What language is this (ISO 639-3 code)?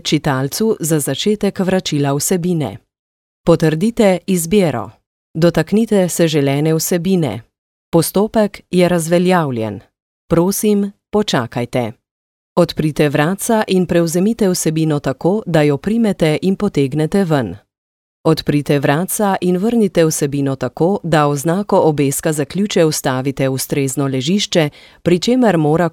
slv